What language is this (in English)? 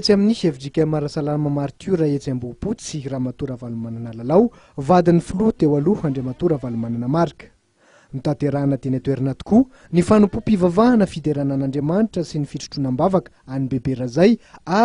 Malagasy